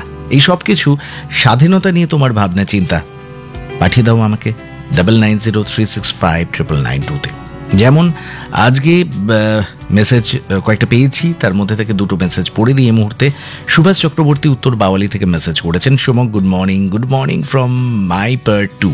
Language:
Bangla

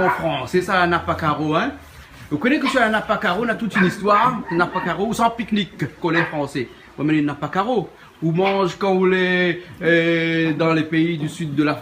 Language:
Réunion Creole French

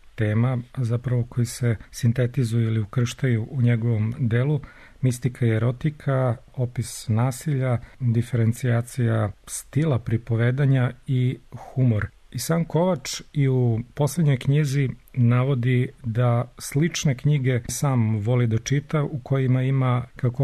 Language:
Serbian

